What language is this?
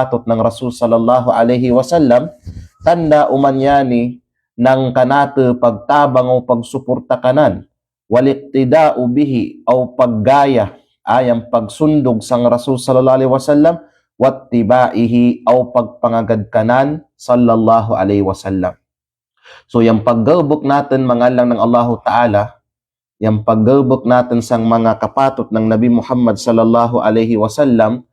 Kalagan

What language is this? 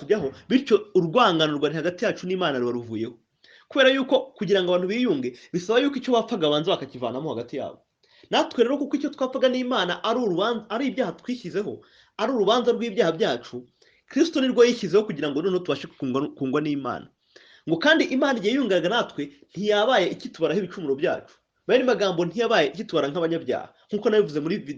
Kinyarwanda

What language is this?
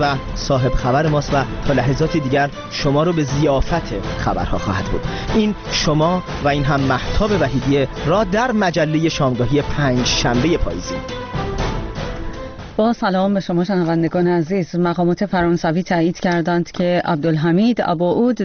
Persian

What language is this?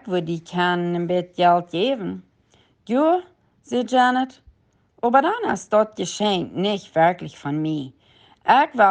Plautdietsch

